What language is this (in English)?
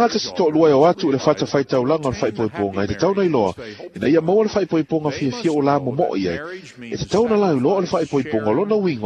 Samoan